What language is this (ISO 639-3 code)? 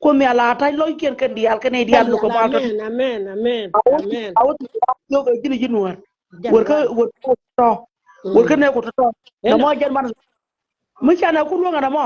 nus